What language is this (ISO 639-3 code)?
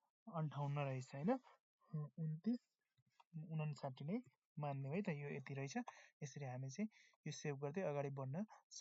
nep